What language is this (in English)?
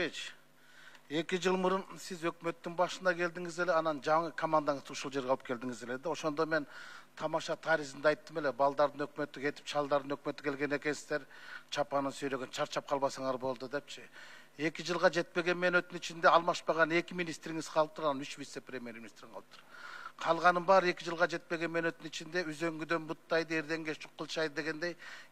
Kyrgyz